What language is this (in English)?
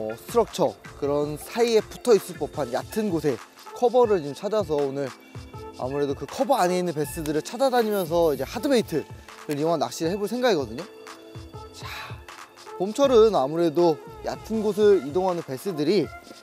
Korean